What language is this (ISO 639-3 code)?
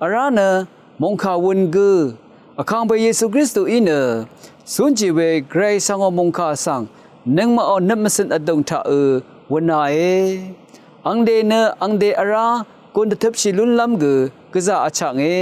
raw